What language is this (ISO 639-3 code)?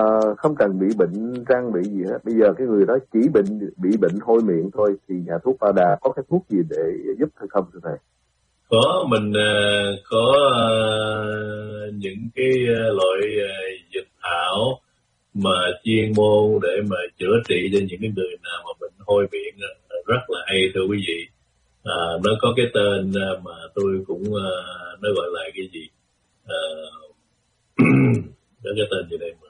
vie